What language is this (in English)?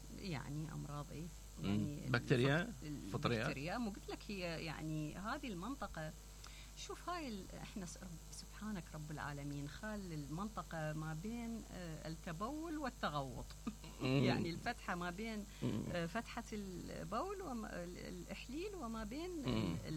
Mesopotamian Arabic